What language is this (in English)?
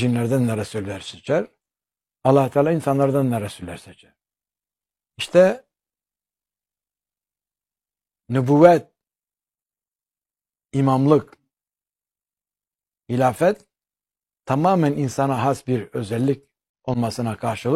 Turkish